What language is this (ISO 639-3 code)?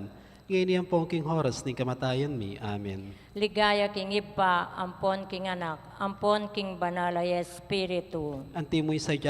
pam